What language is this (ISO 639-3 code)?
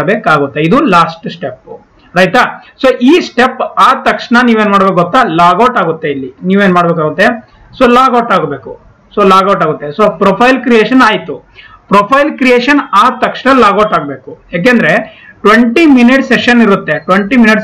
kan